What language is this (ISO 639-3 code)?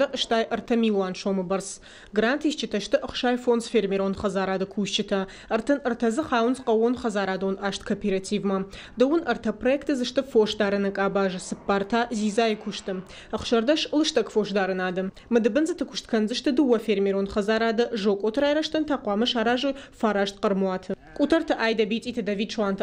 oss